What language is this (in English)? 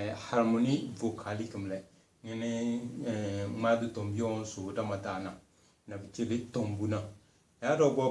Tem